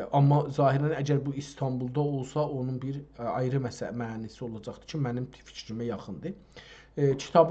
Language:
South Azerbaijani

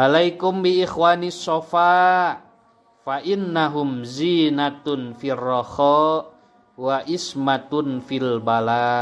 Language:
Sundanese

